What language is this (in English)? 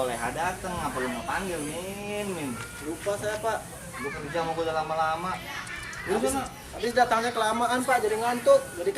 Betawi